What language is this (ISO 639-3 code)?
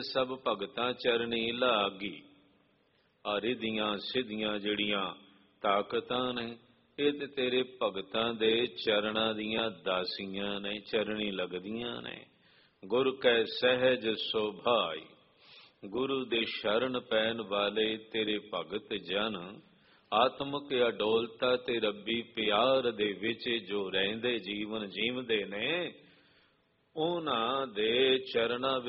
pan